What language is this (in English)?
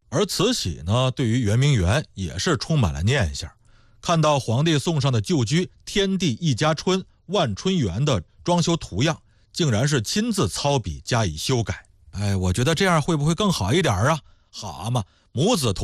Chinese